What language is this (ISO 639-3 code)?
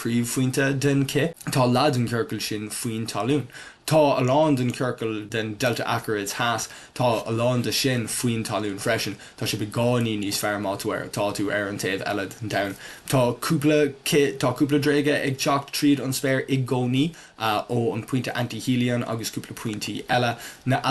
gle